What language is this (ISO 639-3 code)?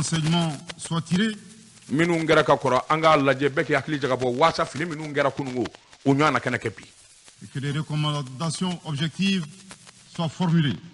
bam